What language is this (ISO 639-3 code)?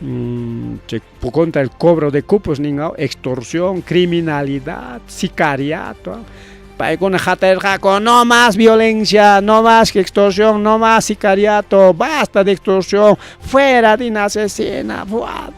quy